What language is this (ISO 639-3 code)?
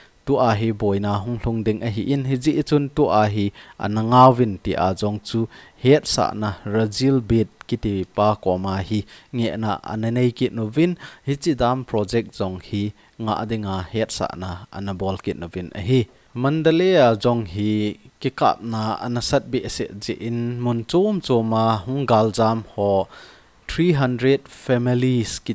tcz